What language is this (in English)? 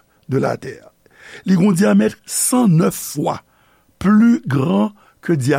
Haitian Creole